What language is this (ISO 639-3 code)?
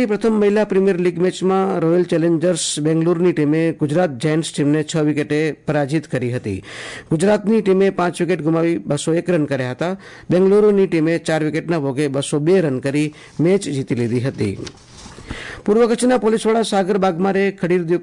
guj